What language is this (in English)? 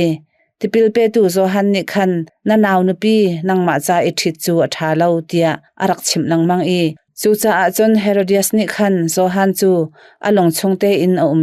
Hakha Chin